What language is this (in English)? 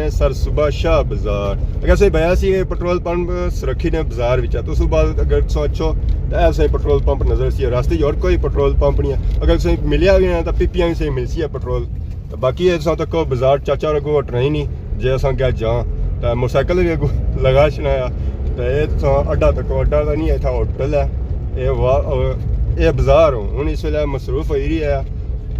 Pahari-Potwari